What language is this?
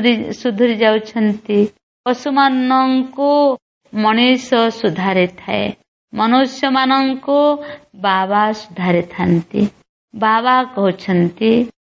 Odia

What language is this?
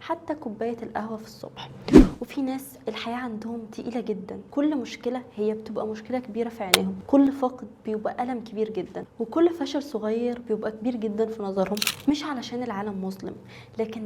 Egyptian Arabic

